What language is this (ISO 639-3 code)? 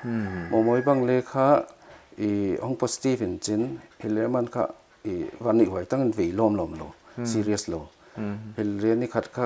pck